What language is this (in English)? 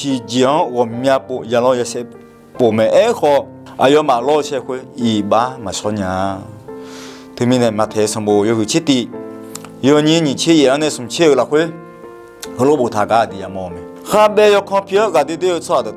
Akha